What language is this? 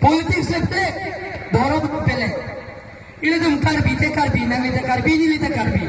Karbi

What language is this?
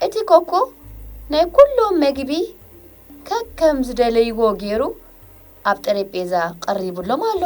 Tigrinya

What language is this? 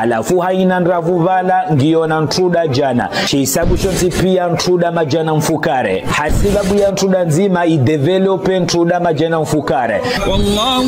Ngazidja Comorian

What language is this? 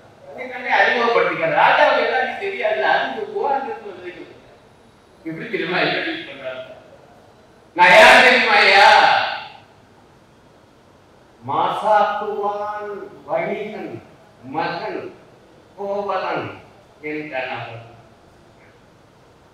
Tamil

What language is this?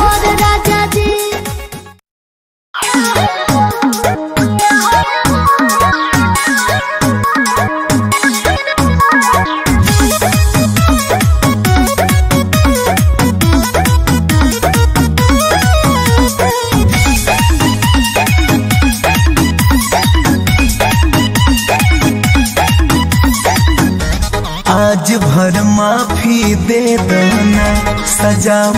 Bhojpuri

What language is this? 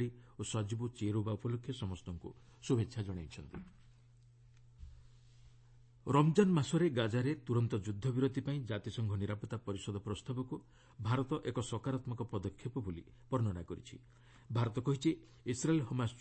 Odia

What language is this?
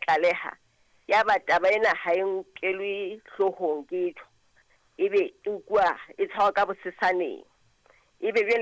Southern Sotho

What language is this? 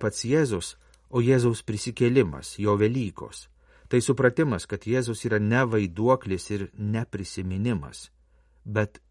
Lithuanian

